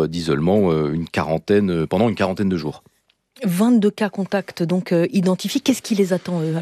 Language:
French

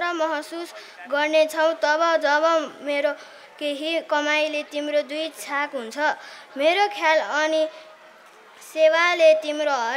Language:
Nepali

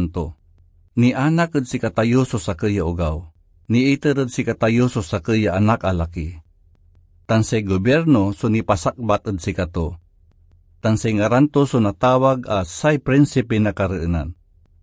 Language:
Pangasinan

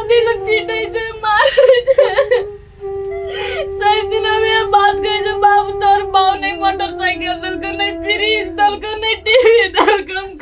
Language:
Maithili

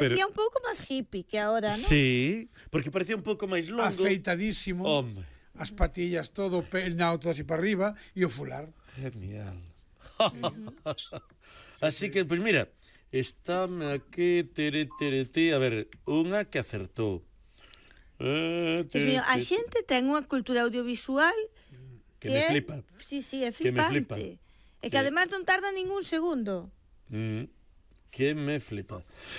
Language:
Galician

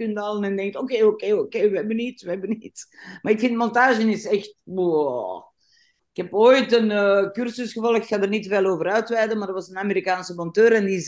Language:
Dutch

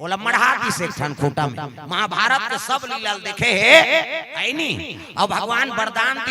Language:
Chhattisgarhi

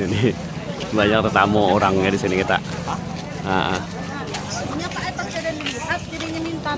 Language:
Banjar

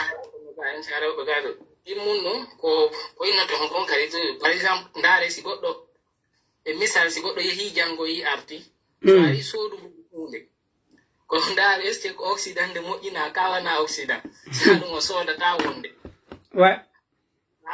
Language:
Pular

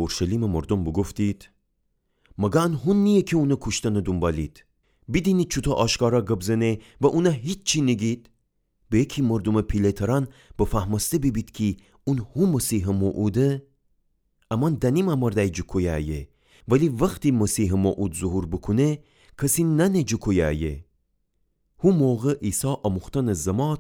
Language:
Gilaki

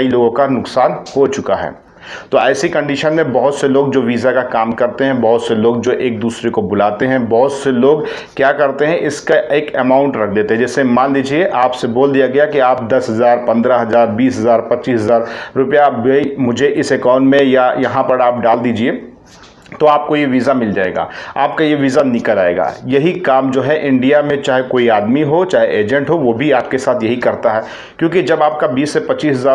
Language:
Hindi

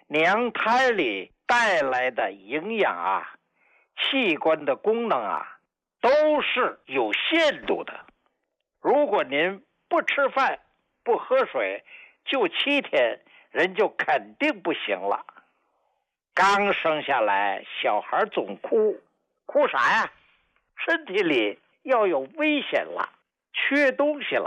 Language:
Chinese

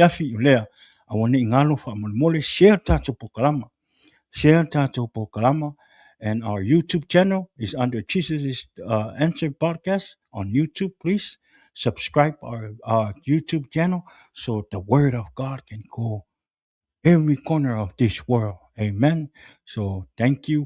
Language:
Samoan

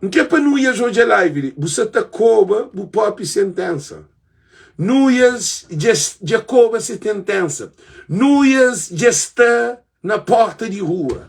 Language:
Kabuverdianu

